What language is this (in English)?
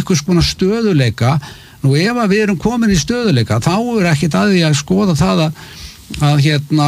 Icelandic